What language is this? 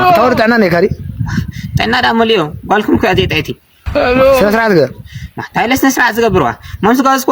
Tigrinya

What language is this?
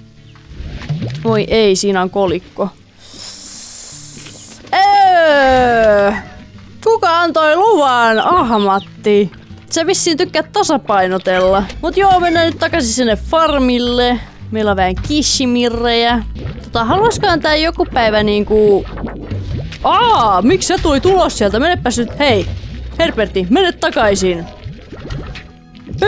Finnish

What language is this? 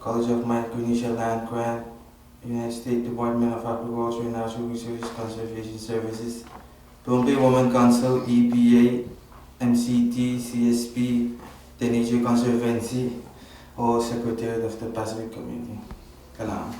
Pohnpeian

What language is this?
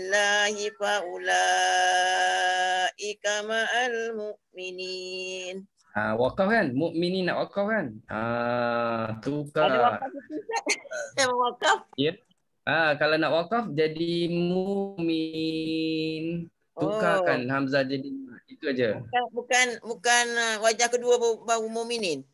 Malay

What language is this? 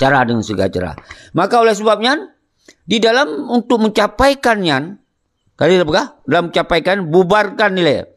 Achinese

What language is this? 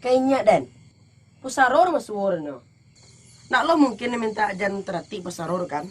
Minangkabau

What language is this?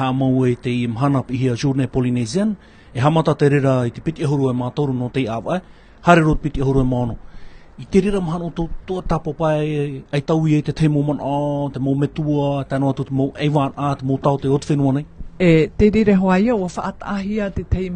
Tahitian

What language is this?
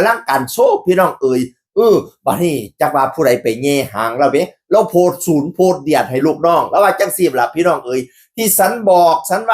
Northeastern Thai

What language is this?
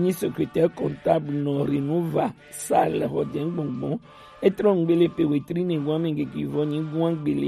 Gen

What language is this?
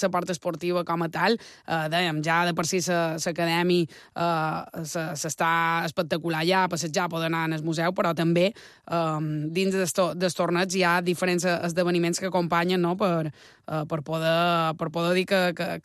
Catalan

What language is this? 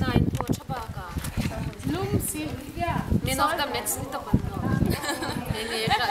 Hmar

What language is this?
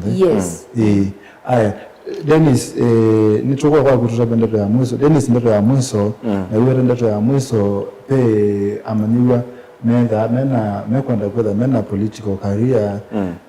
Kamba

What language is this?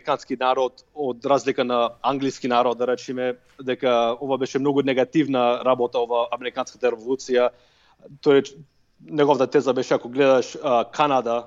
Macedonian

